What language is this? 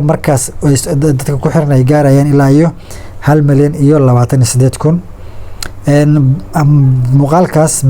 Somali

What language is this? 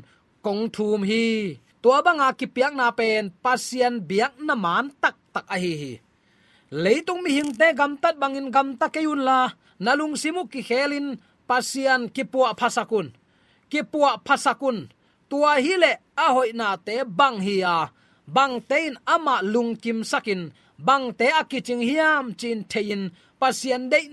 Tedim Chin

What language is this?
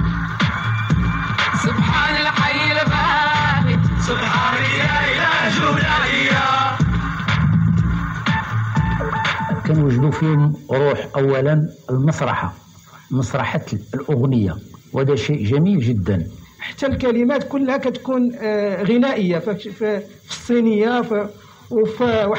Moroccan Arabic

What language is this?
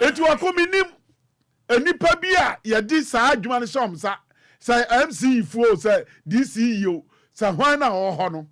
Akan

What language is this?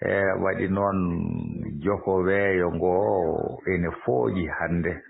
Fula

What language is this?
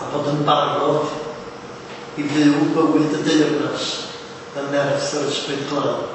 Welsh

